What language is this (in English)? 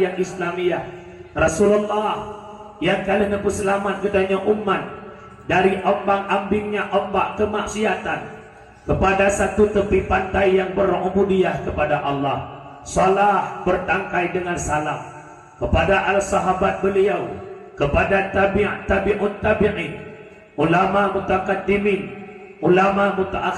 Achinese